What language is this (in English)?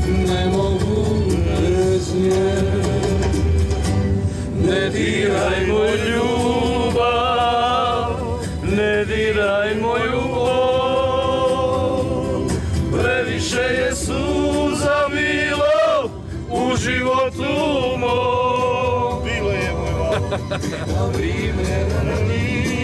Bosnian